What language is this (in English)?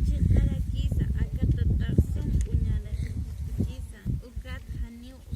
Aymara